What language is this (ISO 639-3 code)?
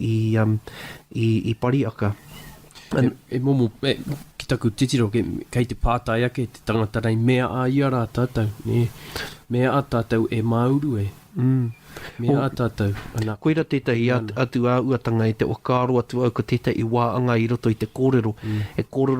mri